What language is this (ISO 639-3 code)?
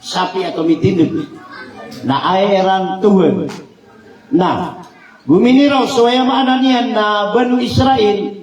mrw